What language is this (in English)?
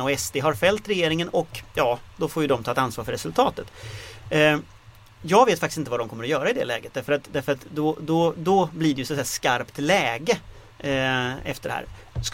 Swedish